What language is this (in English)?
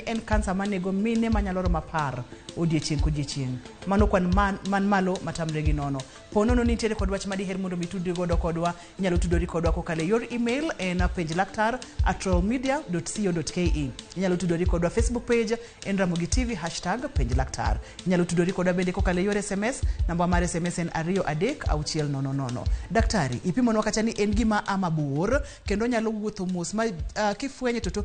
Luo (Kenya and Tanzania)